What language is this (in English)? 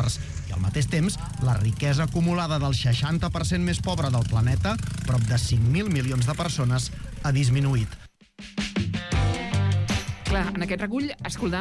Catalan